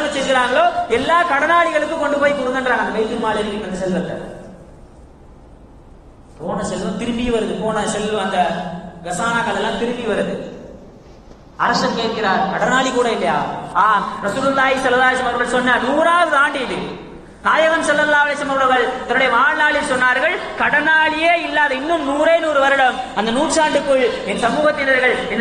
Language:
Tamil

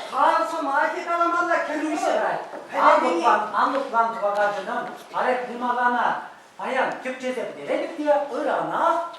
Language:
Chuvash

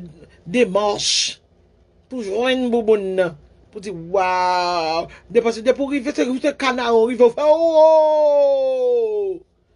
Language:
Haitian Creole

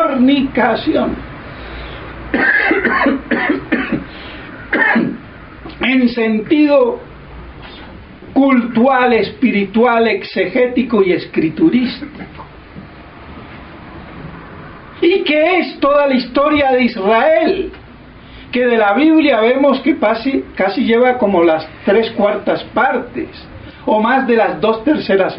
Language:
Spanish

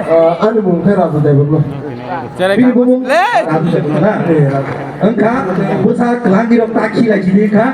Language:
Kok Borok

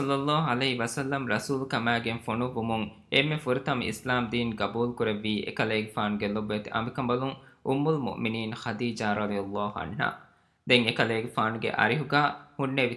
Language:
Divehi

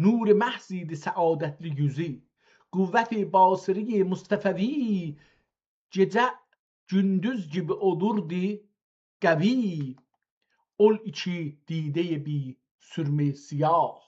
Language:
South Azerbaijani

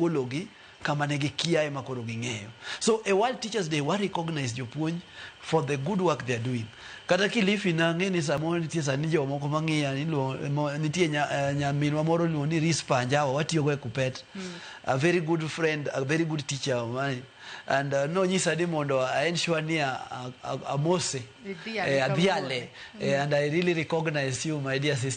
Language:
Luo (Kenya and Tanzania)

